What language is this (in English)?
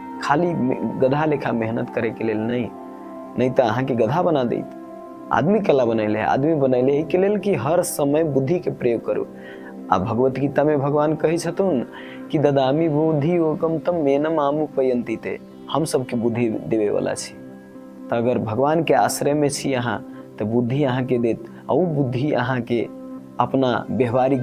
Maithili